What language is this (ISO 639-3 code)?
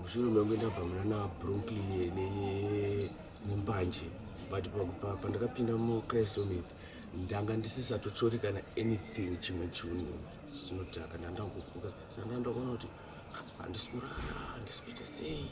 sna